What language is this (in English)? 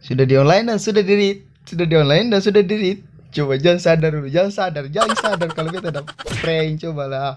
Ambonese Malay